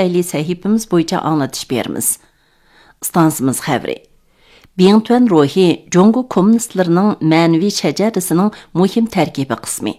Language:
Uyghur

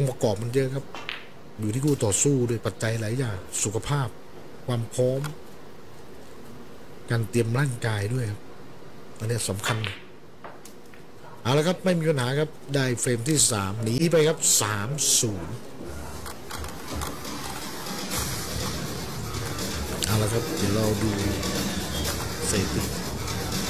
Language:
Thai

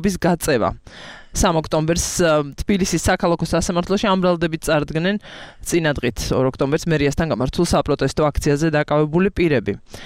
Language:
Georgian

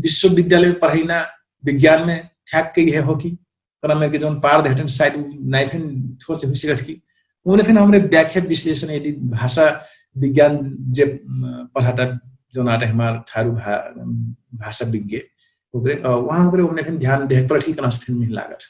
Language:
Dangaura Tharu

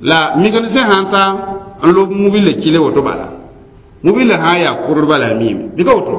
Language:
Mossi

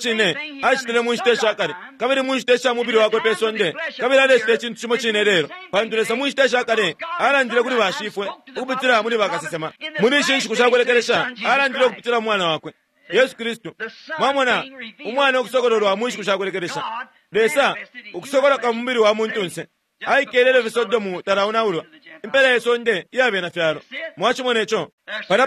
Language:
Bemba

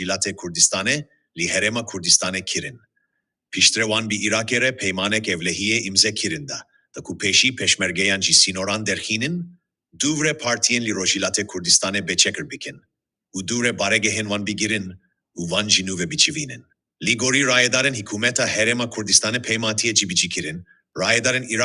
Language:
Kurdish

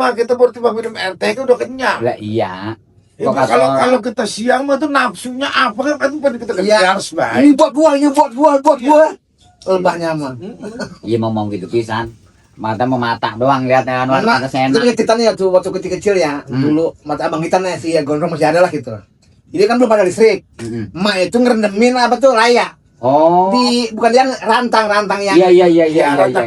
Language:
Betawi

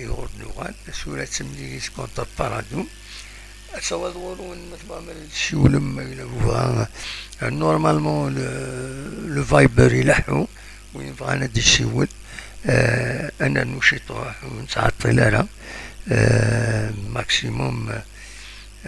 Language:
Kabyle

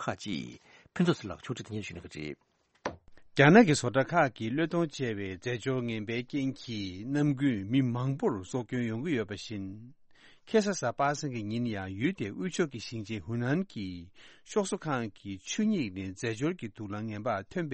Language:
Tibetan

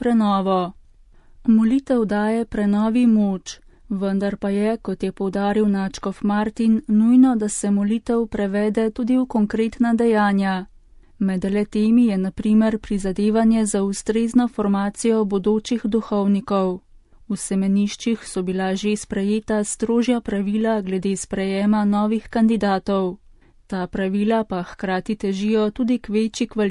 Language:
Slovenian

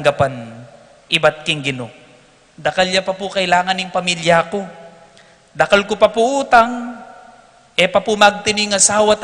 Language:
Pampanga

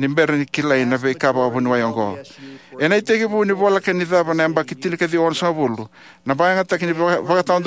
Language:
Fijian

